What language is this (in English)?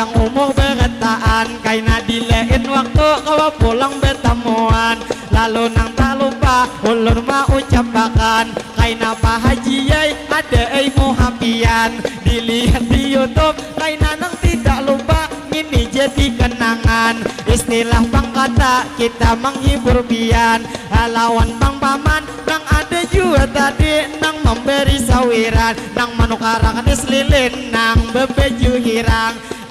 Banjar